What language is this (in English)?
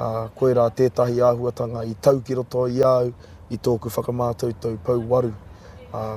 Māori